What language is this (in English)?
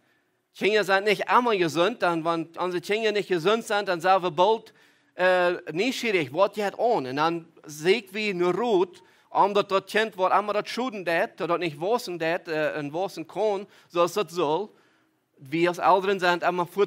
Plautdietsch